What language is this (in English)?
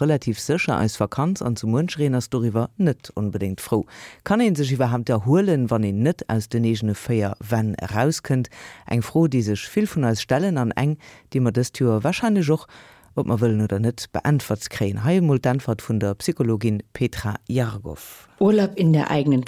Luxembourgish